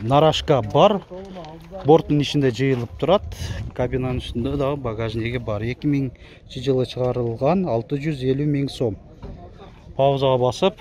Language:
Kyrgyz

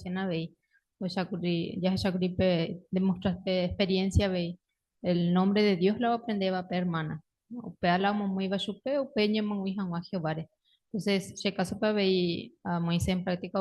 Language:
Guarani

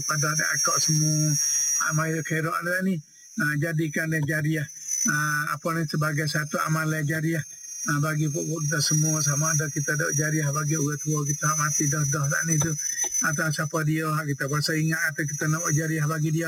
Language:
Malay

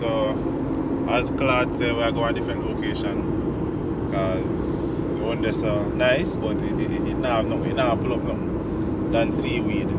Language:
Jamaican Creole English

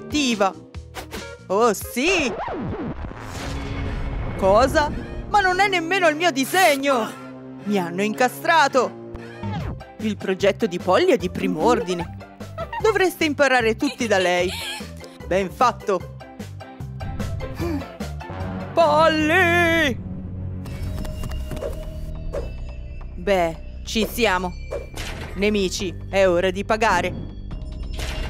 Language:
Italian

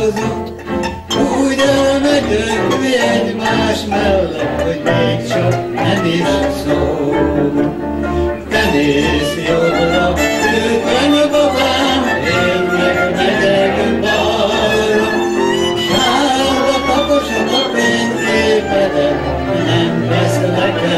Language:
Hungarian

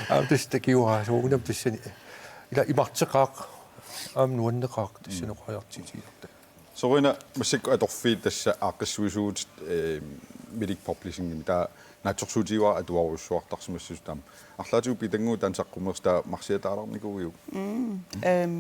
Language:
Kalaallisut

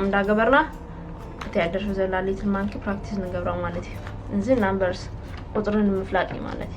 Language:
Tigrinya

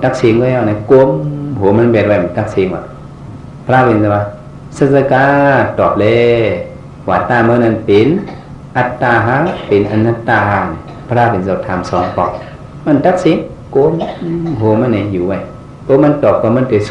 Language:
Shan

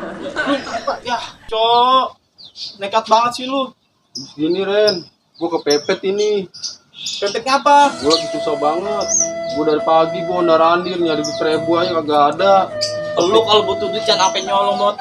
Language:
Betawi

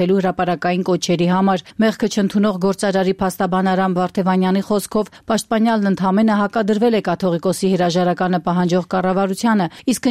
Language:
Armenian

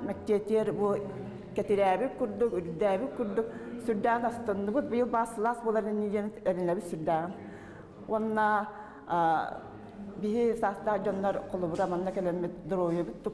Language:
Yakut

